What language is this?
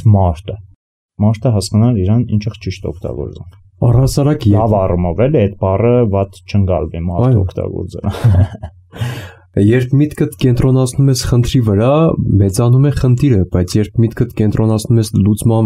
Armenian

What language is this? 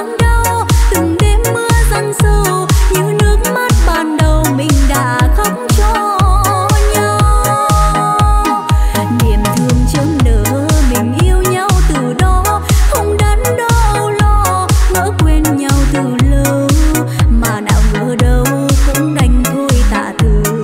Vietnamese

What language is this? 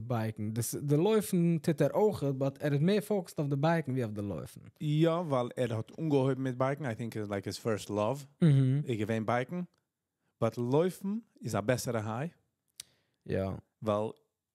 Yiddish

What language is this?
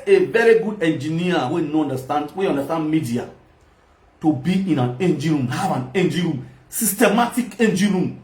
Nigerian Pidgin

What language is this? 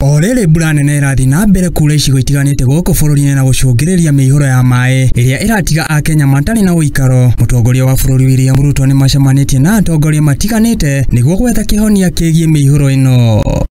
Kikuyu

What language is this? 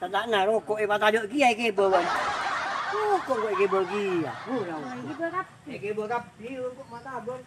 Madurese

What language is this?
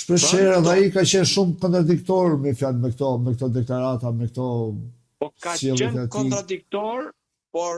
Albanian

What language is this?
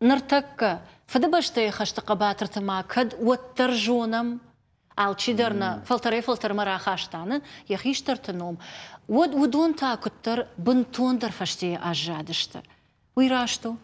Ossetic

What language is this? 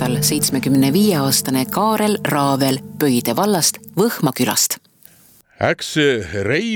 Estonian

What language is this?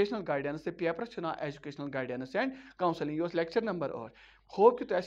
Kashmiri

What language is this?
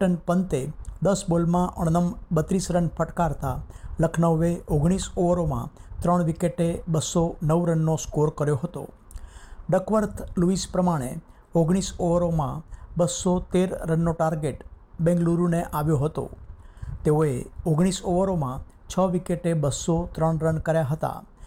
Gujarati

